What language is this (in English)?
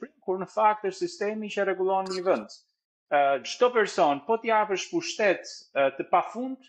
Albanian